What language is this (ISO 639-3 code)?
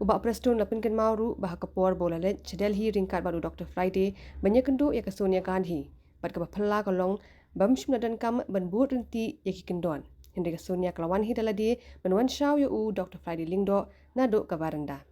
kha